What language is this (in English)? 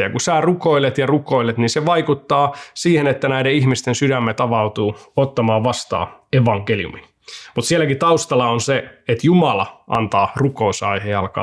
Finnish